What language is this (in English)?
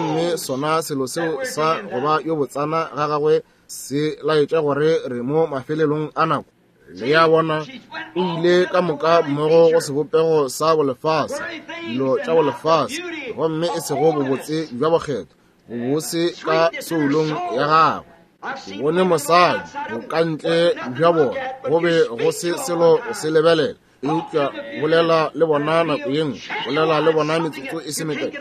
Northern Sotho